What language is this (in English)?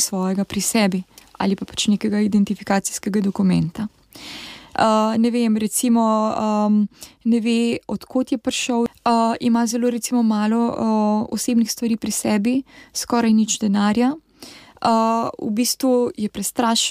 Slovenian